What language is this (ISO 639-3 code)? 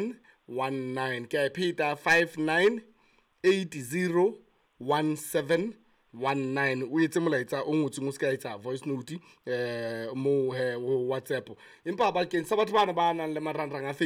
sot